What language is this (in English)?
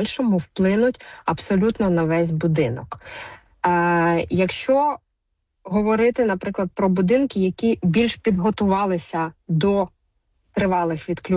Ukrainian